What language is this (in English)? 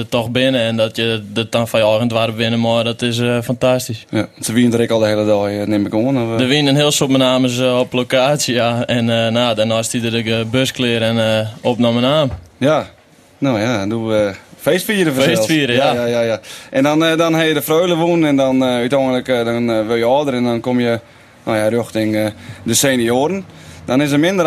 Western Frisian